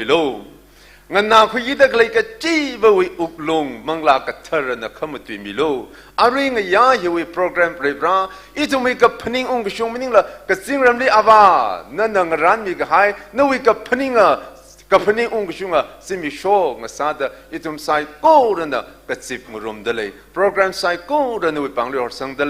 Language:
Tangkhul Naga (India)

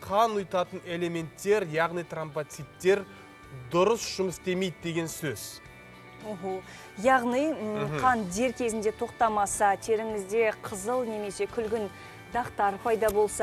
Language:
Kazakh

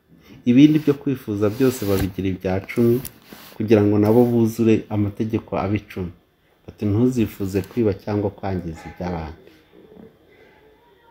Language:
Kinyarwanda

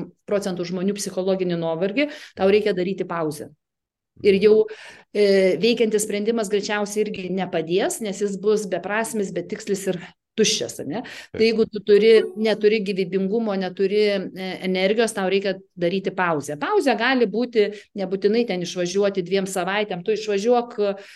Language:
Lithuanian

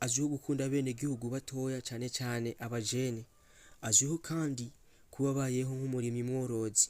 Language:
Rundi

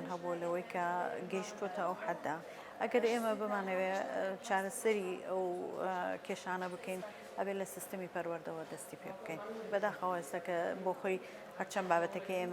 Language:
Central Kurdish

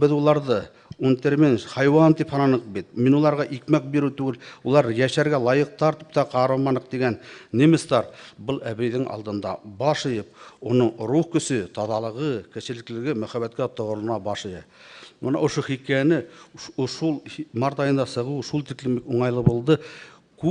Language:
Bashkir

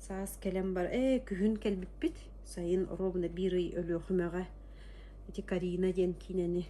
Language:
Yakut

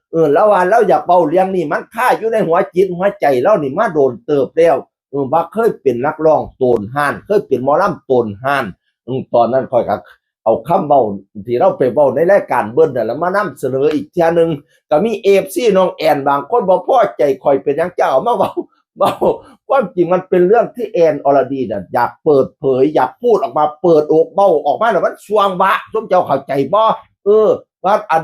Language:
Northeastern Thai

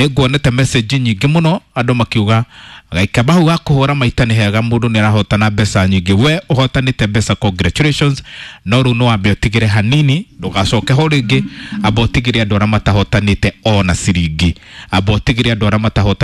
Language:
Kikuyu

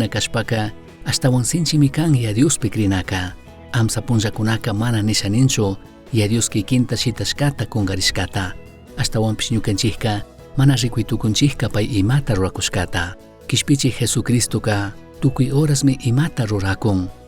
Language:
Chimborazo Highland Quichua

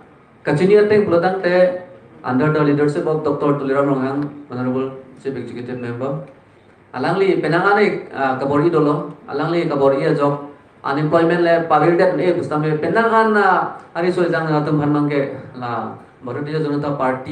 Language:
Karbi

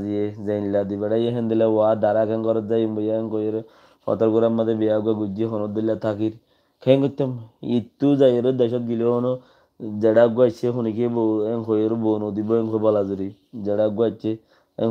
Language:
Rohingya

